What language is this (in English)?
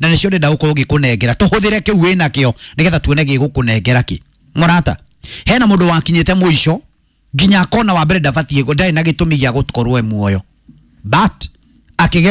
Kikuyu